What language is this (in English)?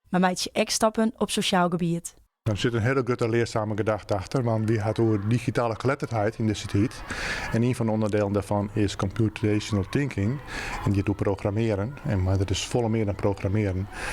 Western Frisian